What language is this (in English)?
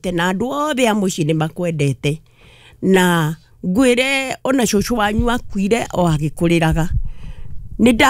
Kikuyu